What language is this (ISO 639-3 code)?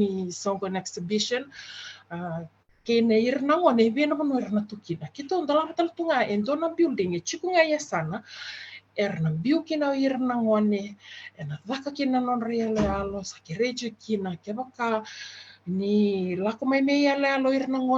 fij